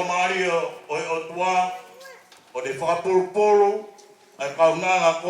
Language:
Tongan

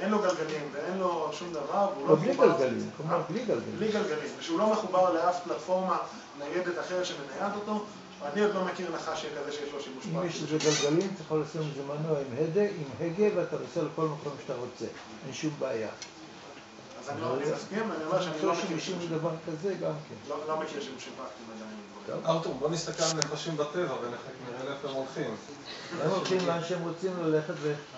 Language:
Hebrew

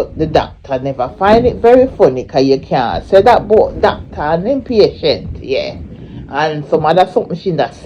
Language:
Jamaican Creole English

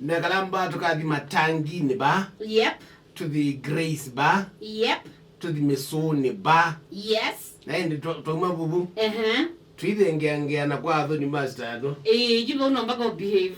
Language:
Kamba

